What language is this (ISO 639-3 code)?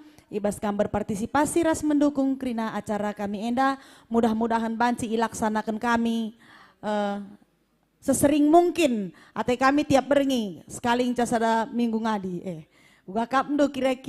btx